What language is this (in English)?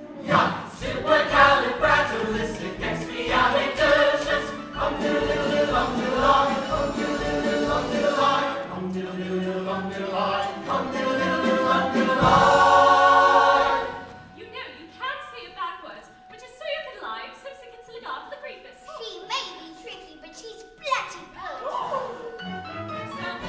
English